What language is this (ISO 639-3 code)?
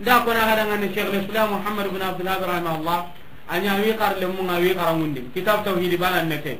snk